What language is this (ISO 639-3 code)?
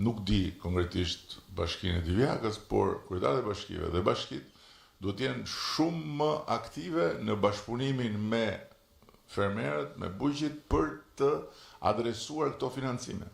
sqi